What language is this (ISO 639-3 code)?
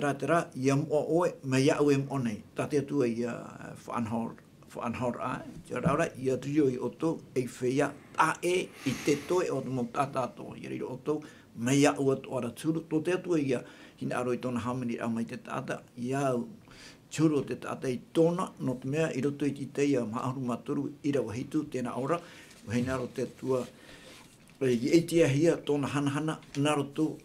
tah